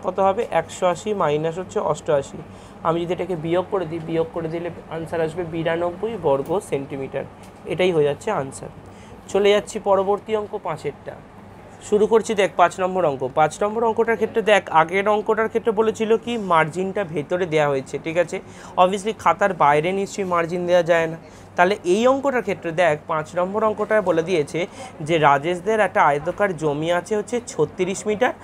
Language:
Bangla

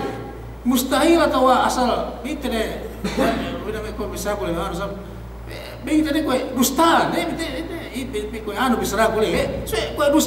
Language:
Yakan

